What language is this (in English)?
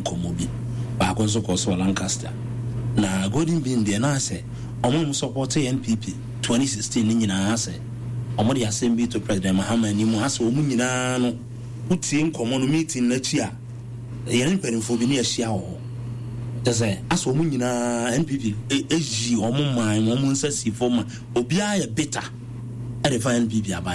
Akan